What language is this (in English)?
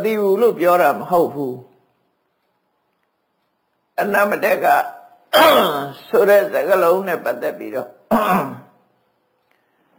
Burmese